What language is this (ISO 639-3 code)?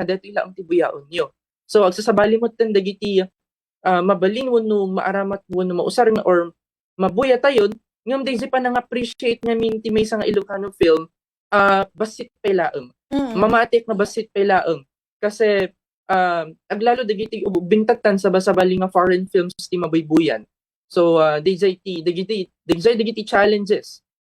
ilo